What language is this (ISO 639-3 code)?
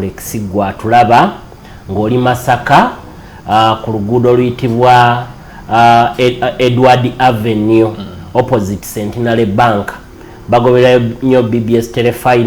lug